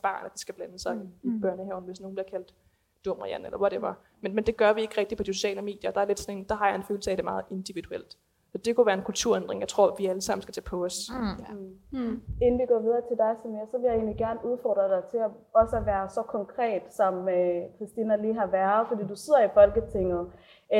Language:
Danish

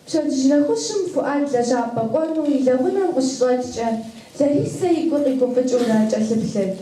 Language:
Kabardian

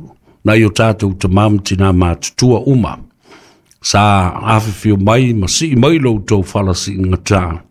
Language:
Samoan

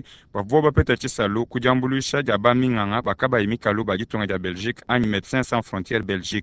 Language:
Luba-Lulua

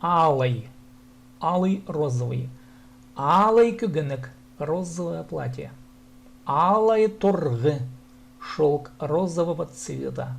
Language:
Khakas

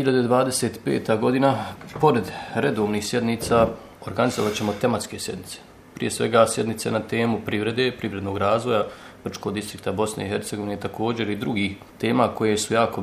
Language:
Bosnian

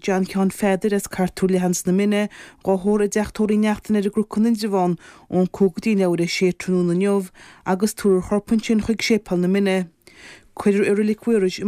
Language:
Irish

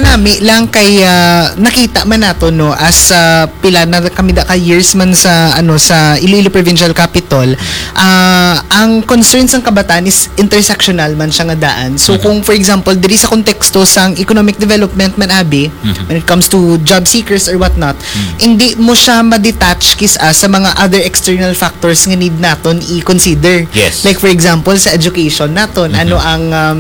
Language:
Hiligaynon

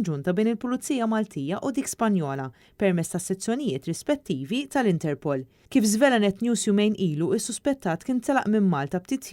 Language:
Maltese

